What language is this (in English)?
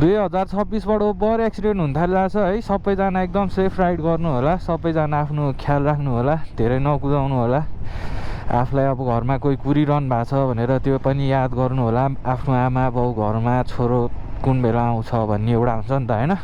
Nepali